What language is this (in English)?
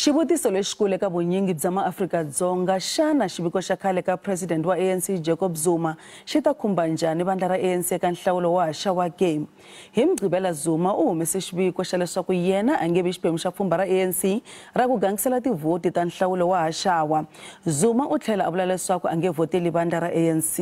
Tsonga